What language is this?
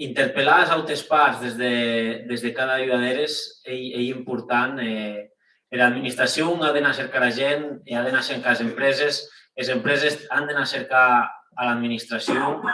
Occitan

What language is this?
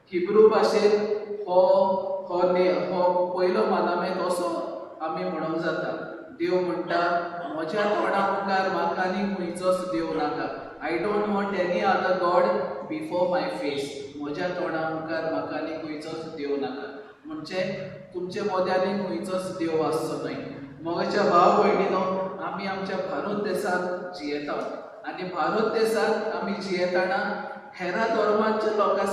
Konkani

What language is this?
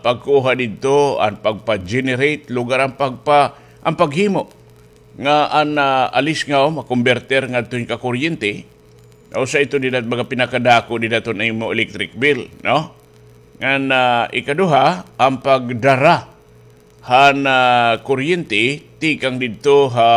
Waray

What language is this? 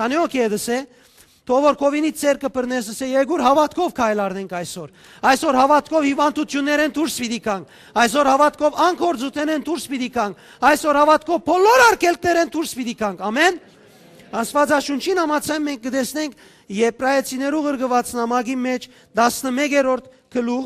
Western Armenian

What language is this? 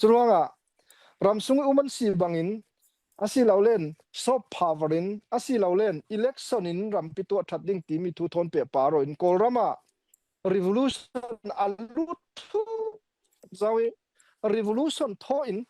Falam Chin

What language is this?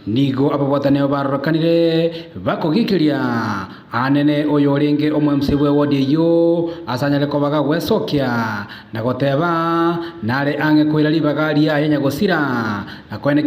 Gusii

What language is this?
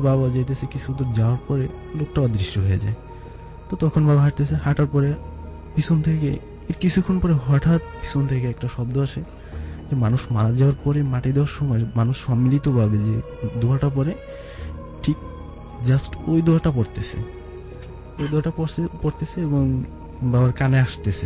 Bangla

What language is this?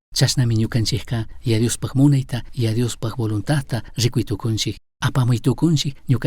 Chimborazo Highland Quichua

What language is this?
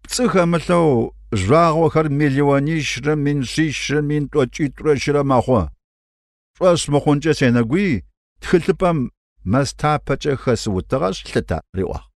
Kabardian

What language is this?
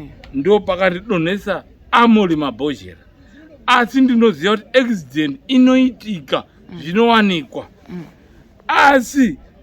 Shona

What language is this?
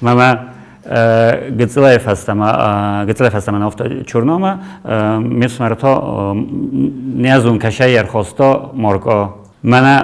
Ossetic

